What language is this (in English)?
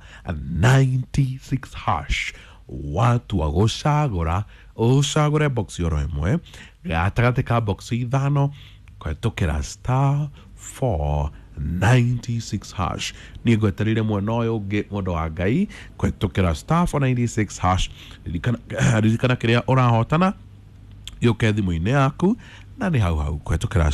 Kikuyu